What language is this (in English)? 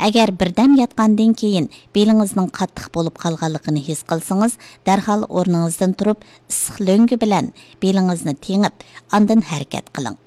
Uyghur